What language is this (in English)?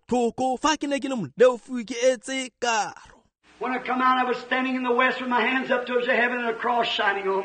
Tswana